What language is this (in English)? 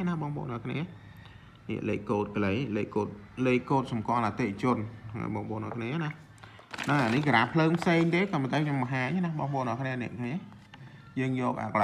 Khmer